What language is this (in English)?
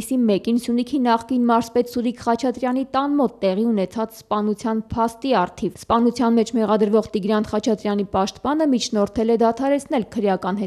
Armenian